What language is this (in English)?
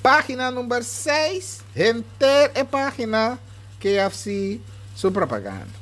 Papiamento